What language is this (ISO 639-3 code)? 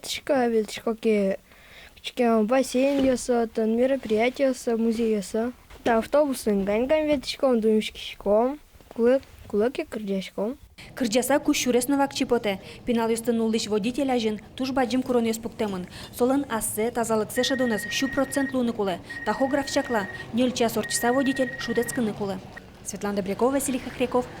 udm